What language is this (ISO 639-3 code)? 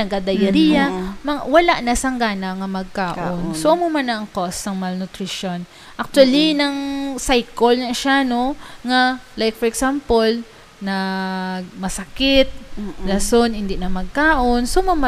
hil